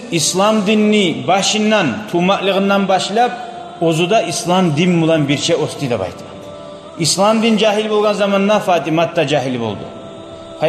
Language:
Kumyk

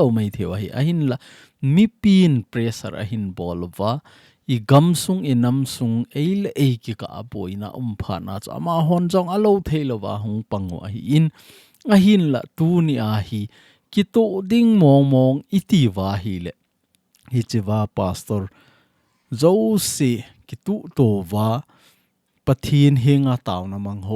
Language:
Thado Chin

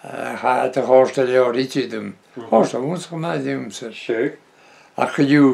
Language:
Breton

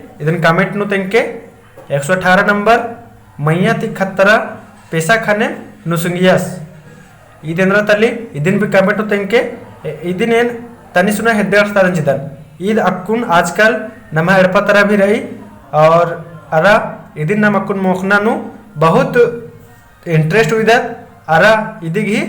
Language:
Kurukh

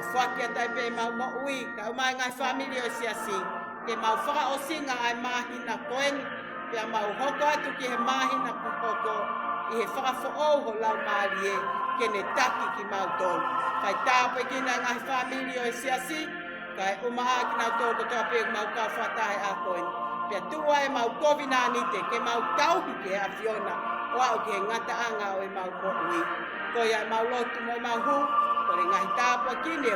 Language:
Tongan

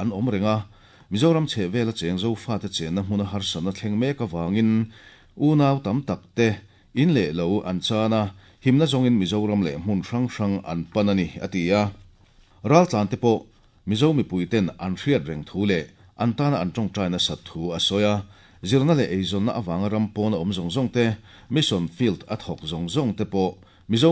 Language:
Mizo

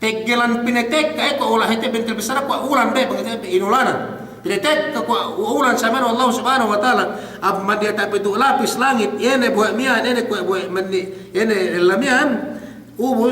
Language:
Yakan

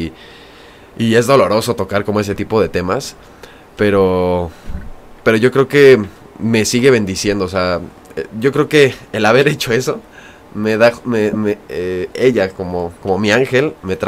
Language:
Spanish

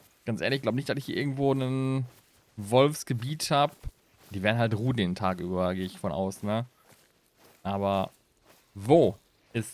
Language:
German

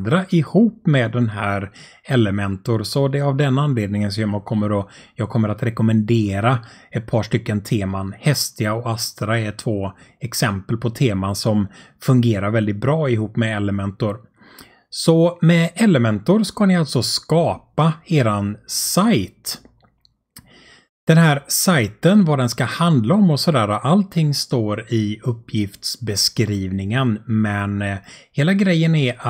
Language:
Swedish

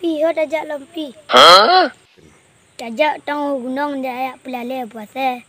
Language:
Achinese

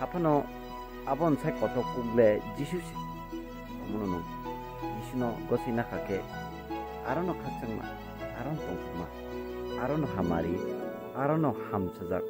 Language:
Kok Borok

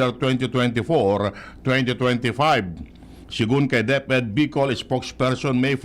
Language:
Bikol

